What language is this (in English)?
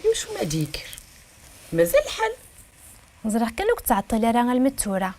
Kabyle